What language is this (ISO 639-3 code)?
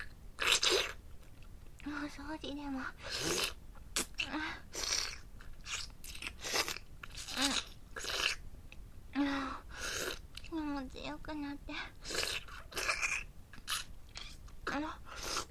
jpn